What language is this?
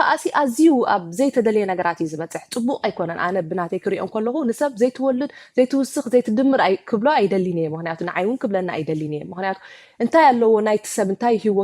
Tigrinya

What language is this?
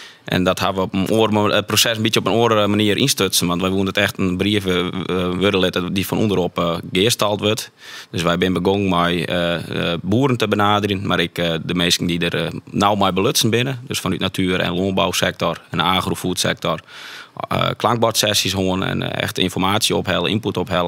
Western Frisian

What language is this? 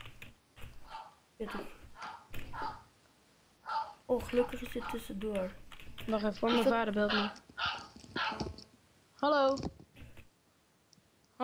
Dutch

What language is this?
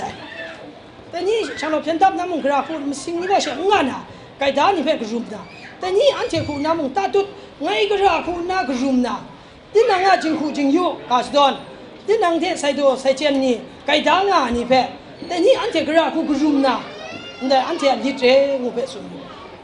Kachin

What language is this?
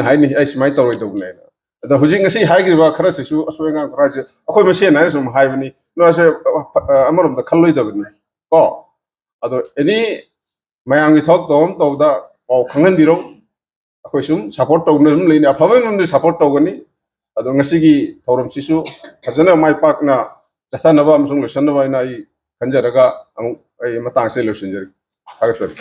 Manipuri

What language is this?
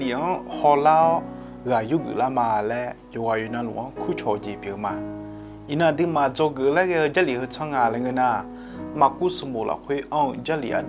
Akha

